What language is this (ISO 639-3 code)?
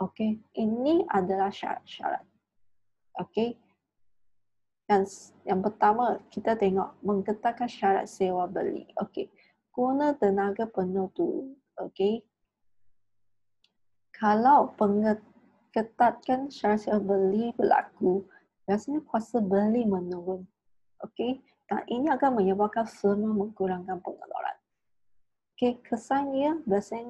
msa